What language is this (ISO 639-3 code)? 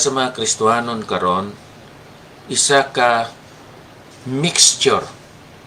hil